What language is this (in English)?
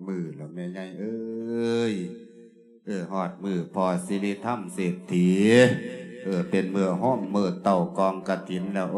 Lao